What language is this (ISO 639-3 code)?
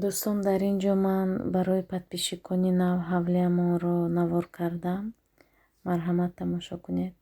tgk